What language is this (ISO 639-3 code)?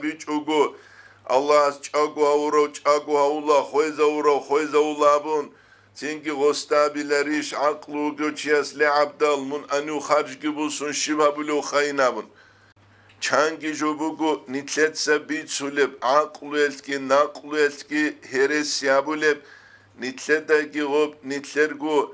ava